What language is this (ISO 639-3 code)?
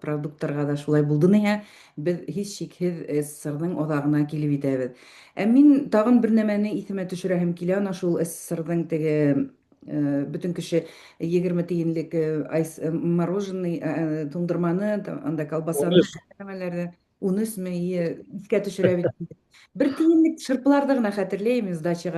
bak